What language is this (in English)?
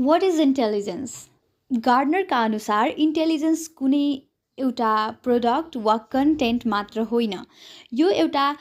Nepali